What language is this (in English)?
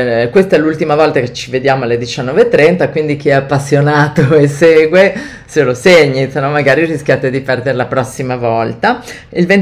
Italian